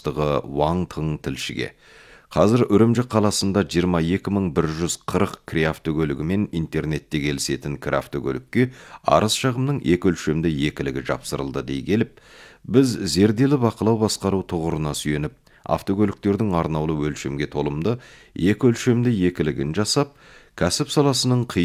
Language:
Kazakh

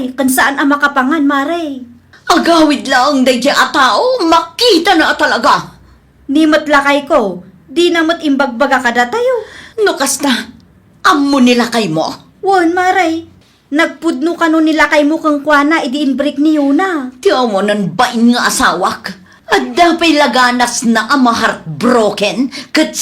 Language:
Iloko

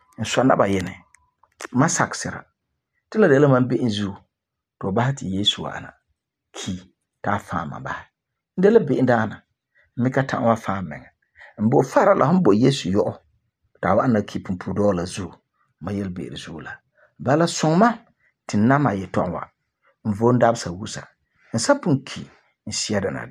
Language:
Frafra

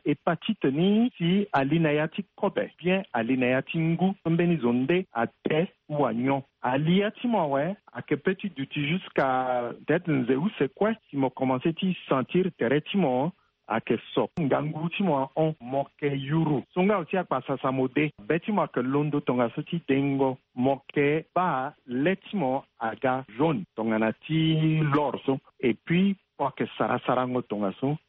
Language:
Sango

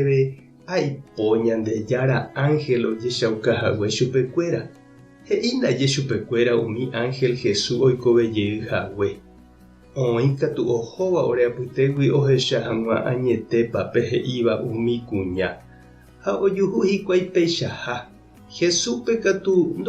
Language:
Guarani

